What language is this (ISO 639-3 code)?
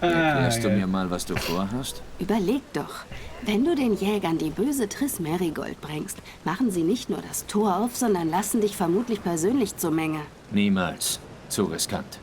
gsw